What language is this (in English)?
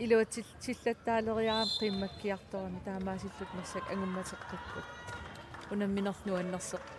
Kalaallisut